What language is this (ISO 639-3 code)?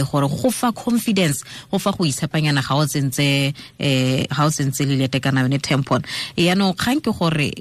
tsn